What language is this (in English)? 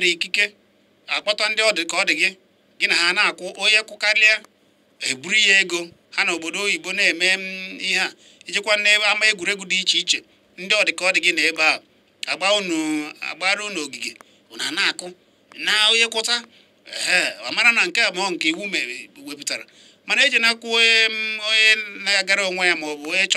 Igbo